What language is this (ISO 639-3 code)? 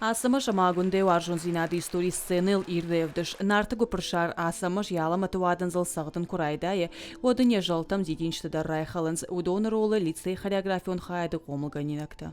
oss